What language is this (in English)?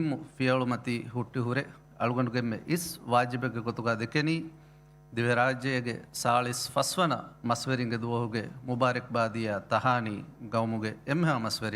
Divehi